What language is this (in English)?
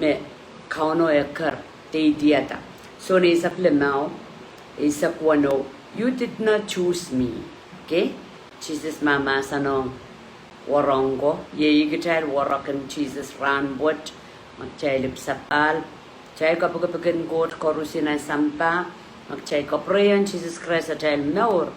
Pohnpeian